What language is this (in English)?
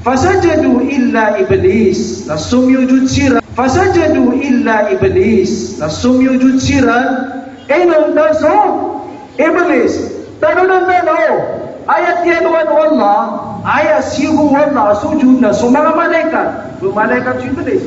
Maranao